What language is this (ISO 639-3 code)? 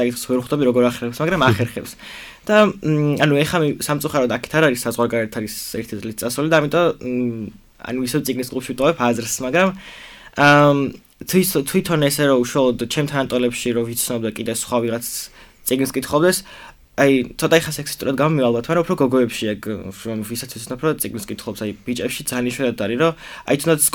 kat